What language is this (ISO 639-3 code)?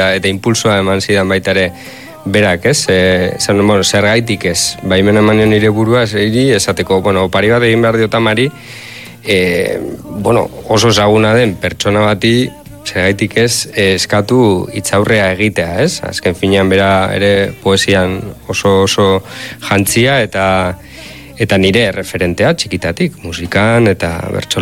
eus